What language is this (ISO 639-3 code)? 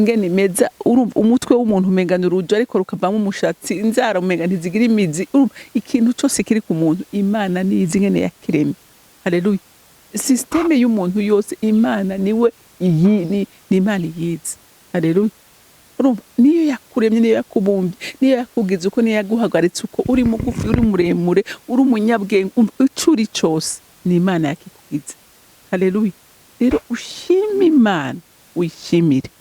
run